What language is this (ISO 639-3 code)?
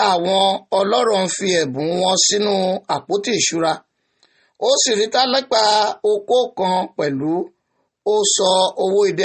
yor